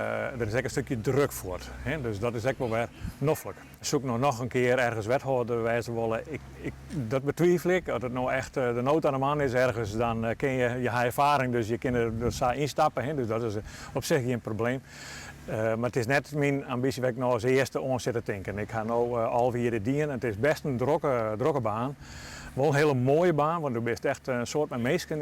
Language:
Western Frisian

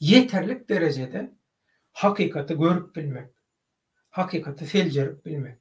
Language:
Turkmen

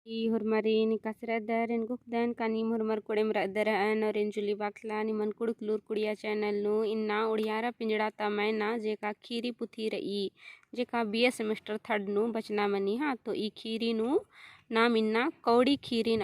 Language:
Kurukh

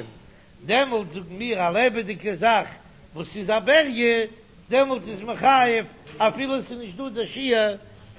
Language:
Yiddish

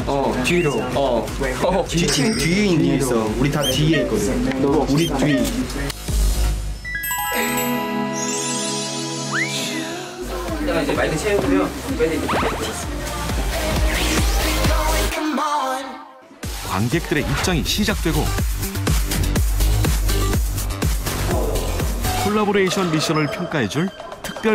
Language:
Korean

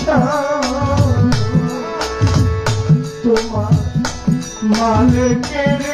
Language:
Bangla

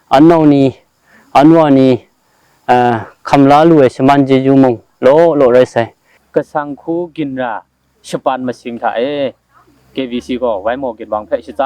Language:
Kachin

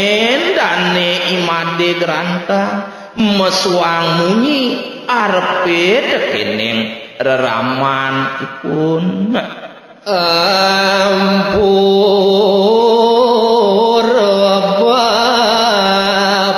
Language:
Balinese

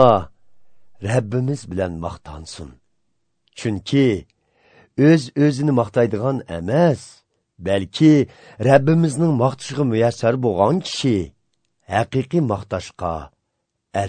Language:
Uyghur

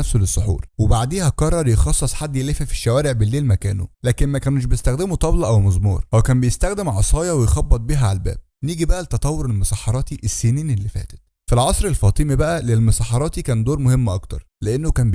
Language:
Egyptian Arabic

